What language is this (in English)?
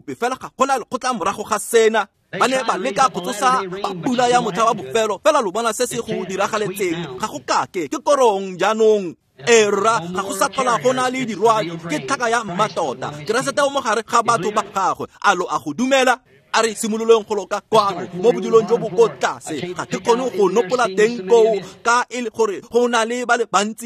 Tswana